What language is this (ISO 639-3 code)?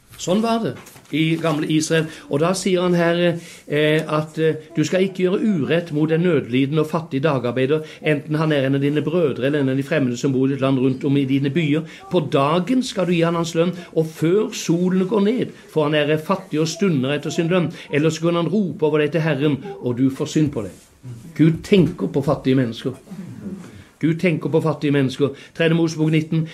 nor